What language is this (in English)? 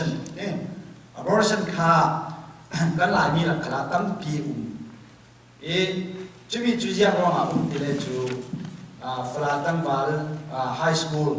Falam Chin